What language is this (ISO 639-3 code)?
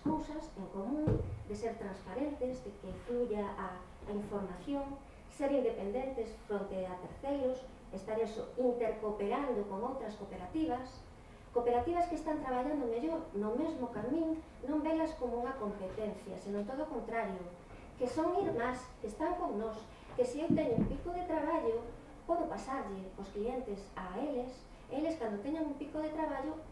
glg